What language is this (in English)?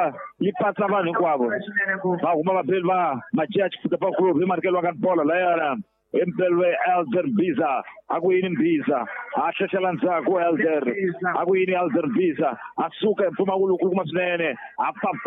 Tsonga